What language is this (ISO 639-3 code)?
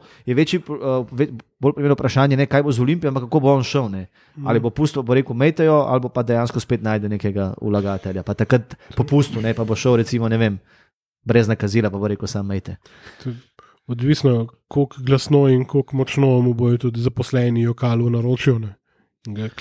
slv